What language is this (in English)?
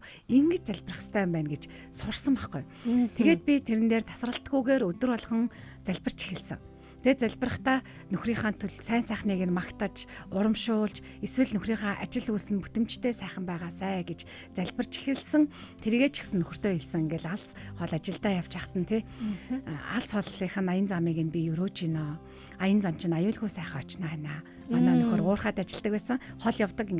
Mongolian